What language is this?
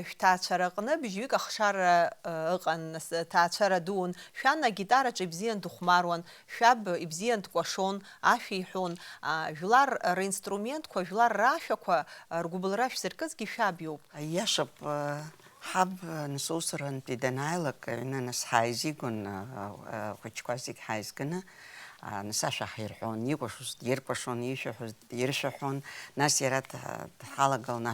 Abkhazian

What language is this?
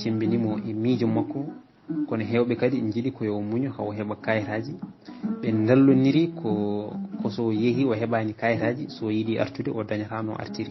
Fula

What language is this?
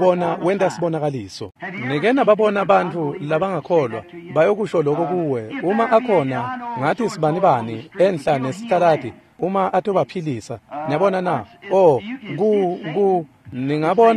Swati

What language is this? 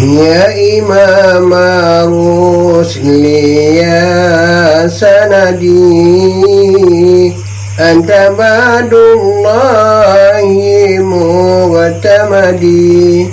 Achinese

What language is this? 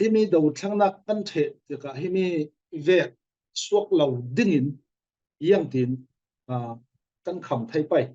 Falam Chin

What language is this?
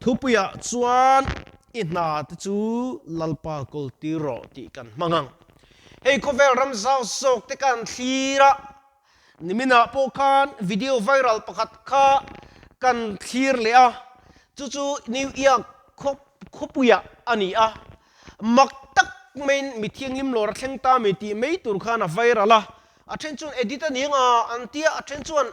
Mizo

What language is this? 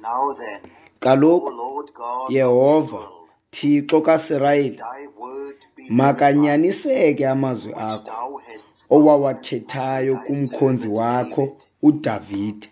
Xhosa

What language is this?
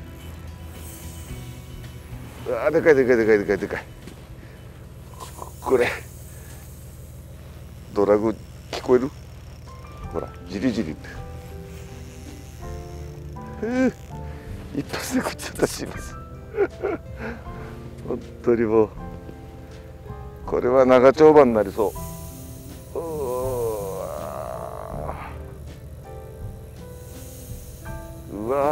Japanese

